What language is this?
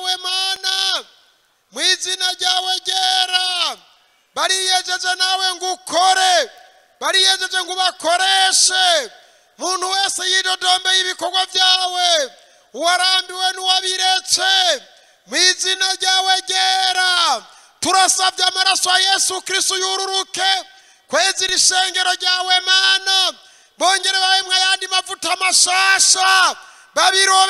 Rundi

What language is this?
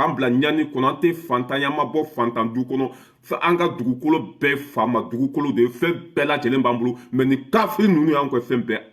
Bambara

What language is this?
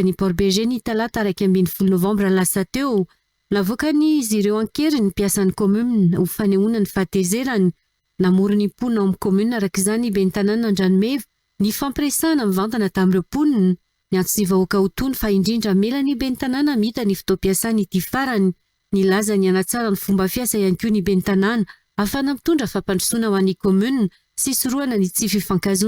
Malagasy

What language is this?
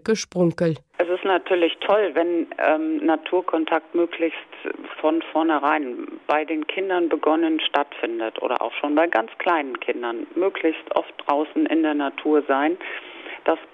Luxembourgish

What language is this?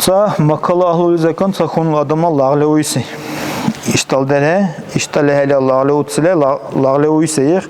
Dargwa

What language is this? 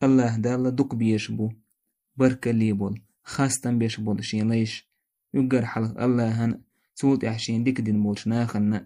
Chechen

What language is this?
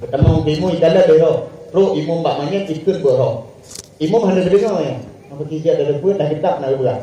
Achinese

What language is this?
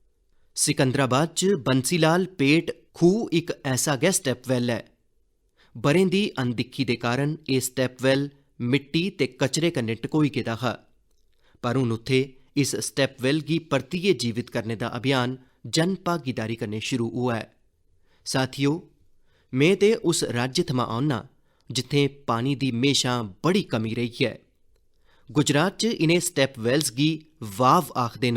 Dogri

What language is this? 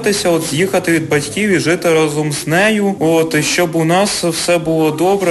Ukrainian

